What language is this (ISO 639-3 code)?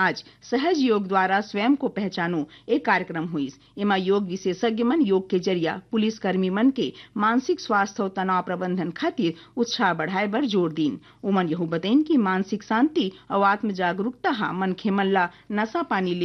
hne